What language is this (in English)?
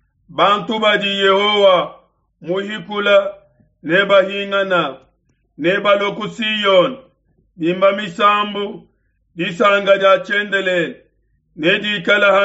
Luba-Lulua